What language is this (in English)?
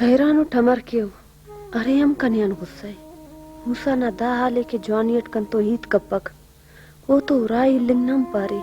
Brahui